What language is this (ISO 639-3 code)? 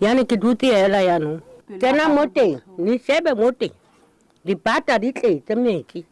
nso